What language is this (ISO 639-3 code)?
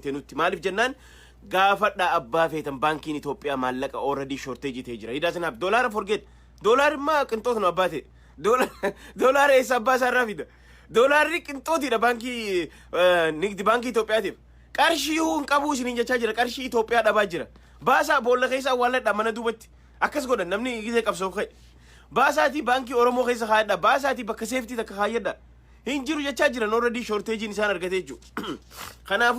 orm